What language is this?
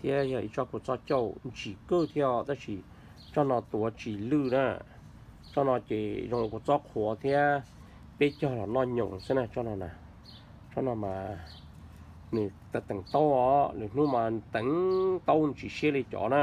Hmong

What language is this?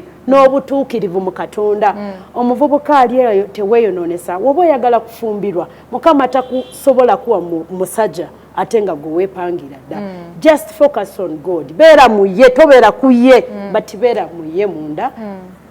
Ganda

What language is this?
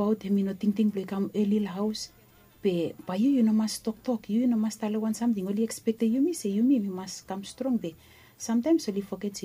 Bislama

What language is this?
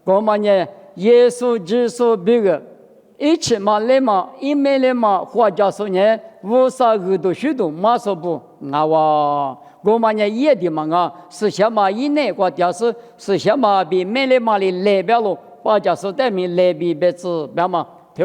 Lisu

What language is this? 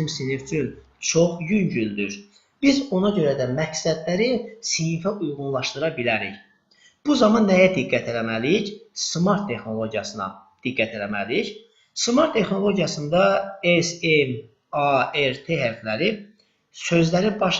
Azerbaijani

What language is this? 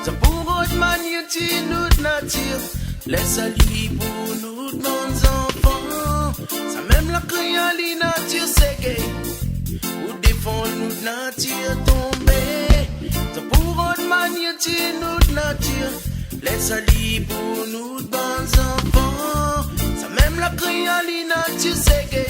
Réunion Creole French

